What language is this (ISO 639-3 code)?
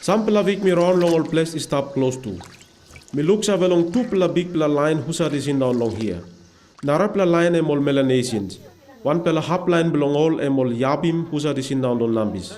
tpi